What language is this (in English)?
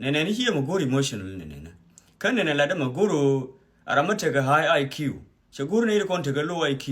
Nuer